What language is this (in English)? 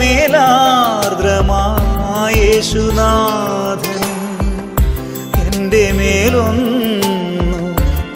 Malayalam